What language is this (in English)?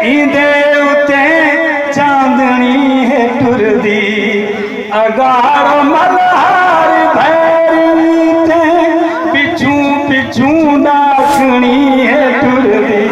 Saraiki